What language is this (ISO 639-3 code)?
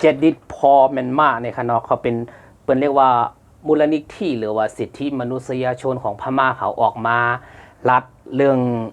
shn